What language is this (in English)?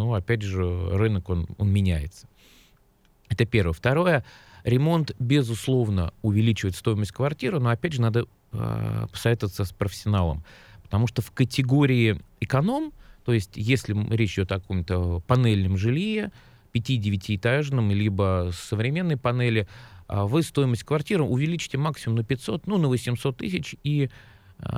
Russian